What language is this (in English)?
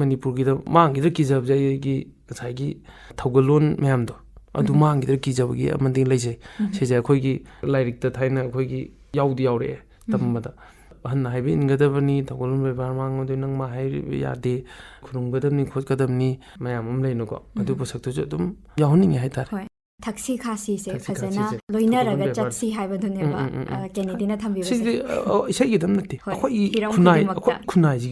Manipuri